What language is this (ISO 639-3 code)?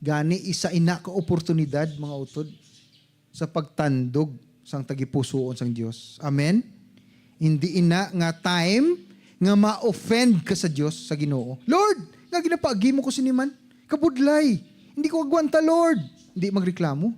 hil